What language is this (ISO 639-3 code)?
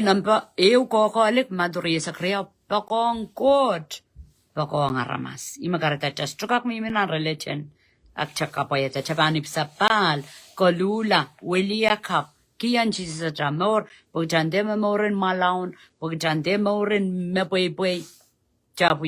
pon